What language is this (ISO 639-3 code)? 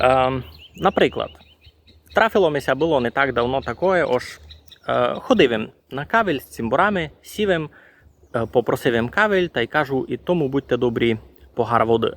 rue